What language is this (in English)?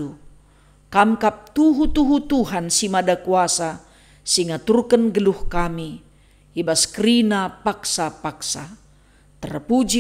Batak Karo